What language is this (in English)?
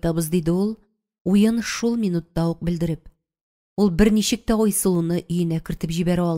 Tatar